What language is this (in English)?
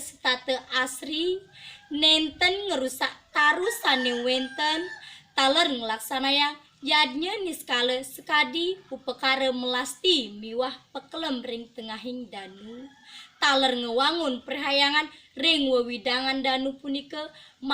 Balinese